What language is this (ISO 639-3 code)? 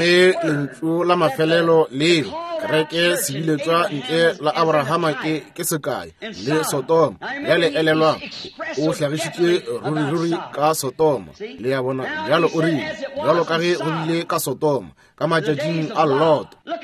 nso